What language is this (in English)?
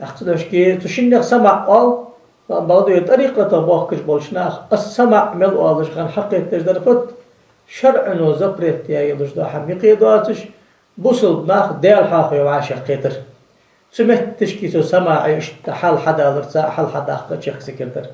Ingush